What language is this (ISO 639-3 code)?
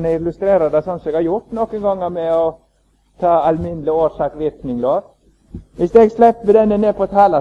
nor